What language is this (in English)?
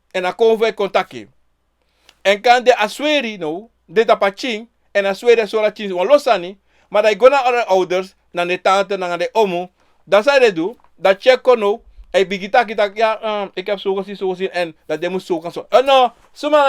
Sranan Tongo